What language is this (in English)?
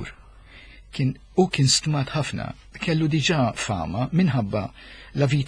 Maltese